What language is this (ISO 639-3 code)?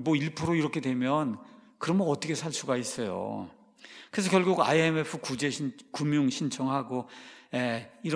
kor